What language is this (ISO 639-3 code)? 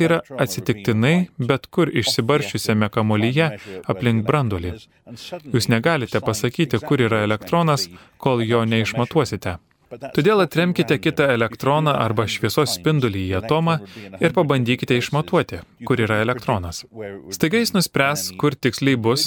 lit